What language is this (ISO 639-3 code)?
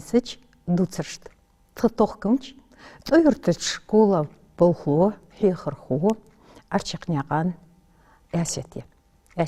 inh